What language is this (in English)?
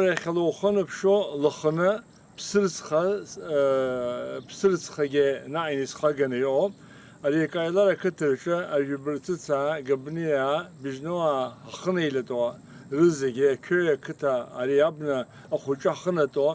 Abkhazian